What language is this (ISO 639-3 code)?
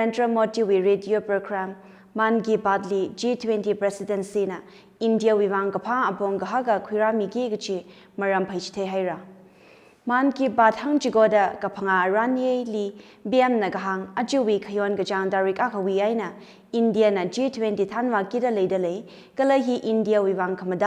nmf